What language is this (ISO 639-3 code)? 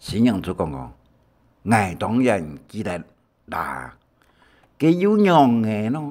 hak